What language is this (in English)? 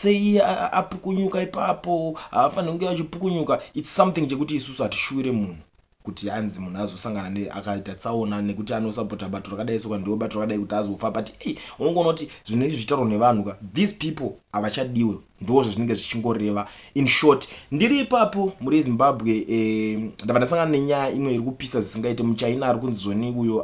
Shona